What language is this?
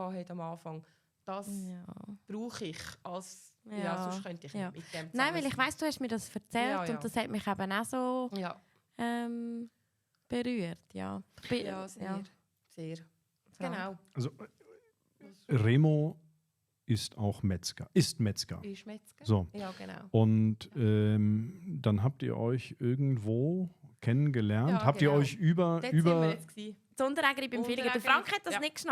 Swiss German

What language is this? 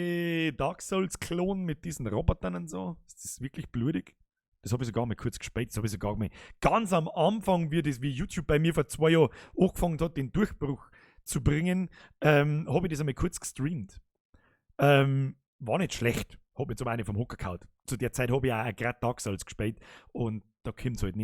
Bavarian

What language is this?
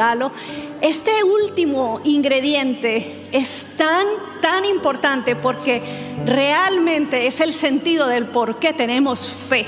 Spanish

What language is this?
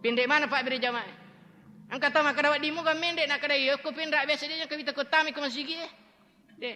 Buginese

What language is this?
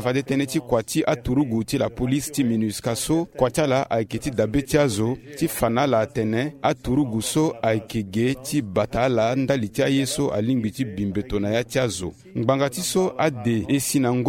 Sango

